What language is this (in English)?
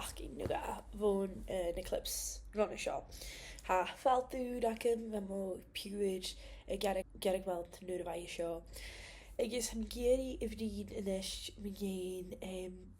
Scottish Gaelic